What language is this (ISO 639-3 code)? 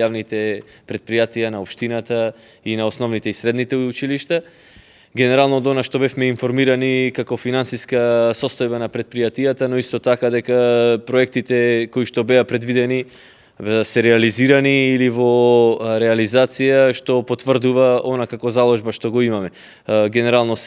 mkd